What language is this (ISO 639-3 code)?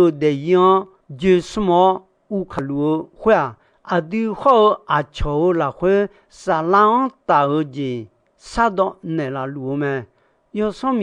ahk